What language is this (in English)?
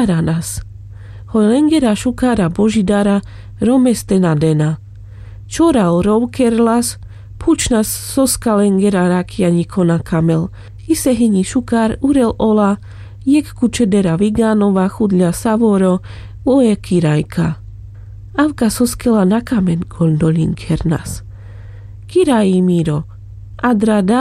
Carpathian Romani